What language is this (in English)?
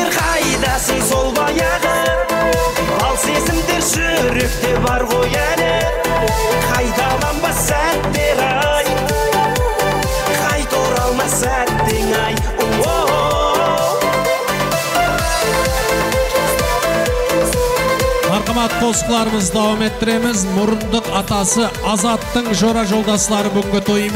Kara-Kalpak